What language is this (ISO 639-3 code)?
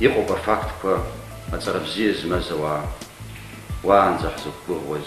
abk